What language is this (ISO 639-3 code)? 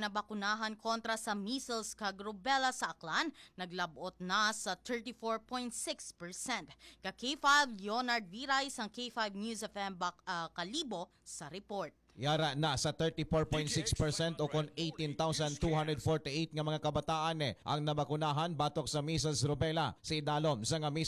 hil